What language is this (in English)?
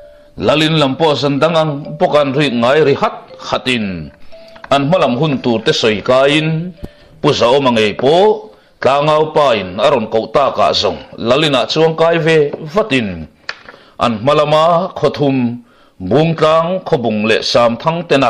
Mizo